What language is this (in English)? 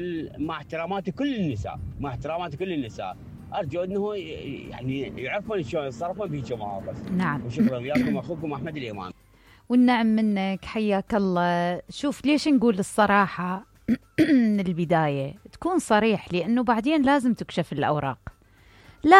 Mesopotamian Arabic